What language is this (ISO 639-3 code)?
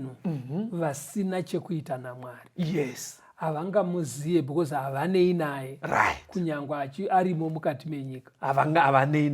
sna